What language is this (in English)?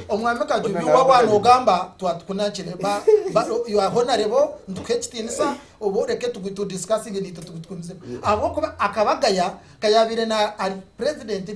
Nyankole